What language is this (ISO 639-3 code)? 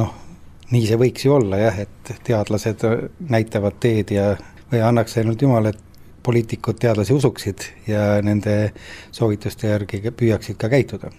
est